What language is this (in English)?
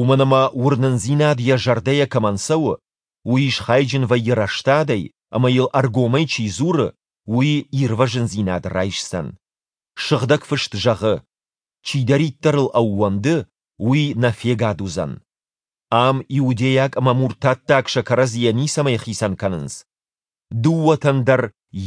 Ossetic